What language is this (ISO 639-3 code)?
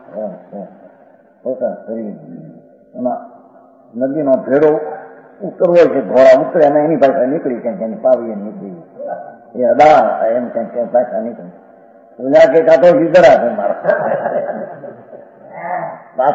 guj